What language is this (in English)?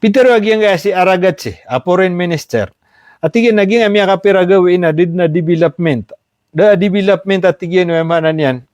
Maranao